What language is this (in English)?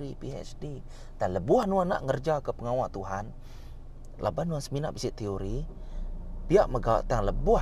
Iban